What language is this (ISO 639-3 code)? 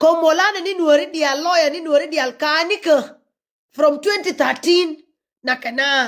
nus